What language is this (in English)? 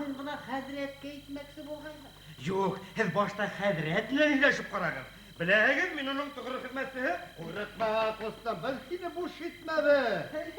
Bashkir